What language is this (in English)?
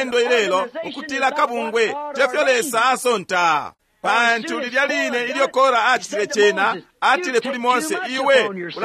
Bemba